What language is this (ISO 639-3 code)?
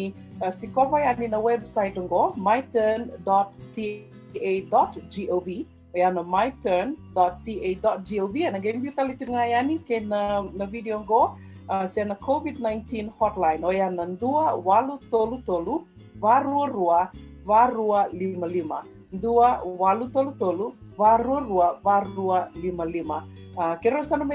fij